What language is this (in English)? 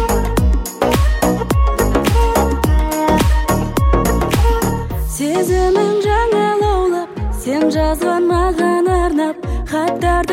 Kazakh